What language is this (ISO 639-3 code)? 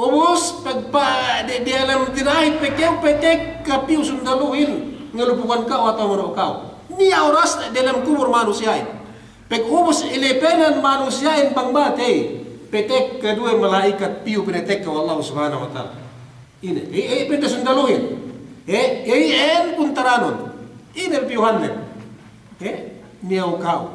yka